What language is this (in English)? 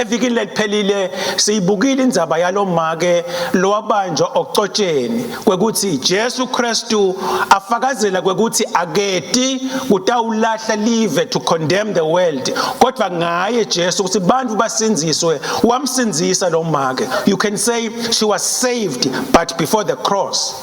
Swati